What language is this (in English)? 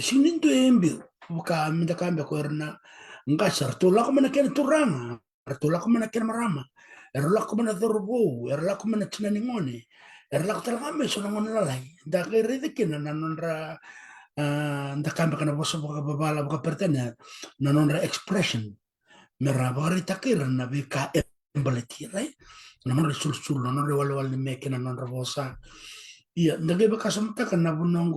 Fijian